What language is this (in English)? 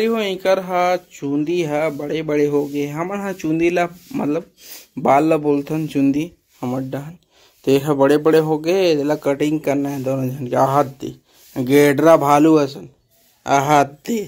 Chhattisgarhi